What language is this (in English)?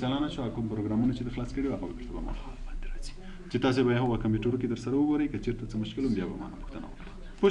Pashto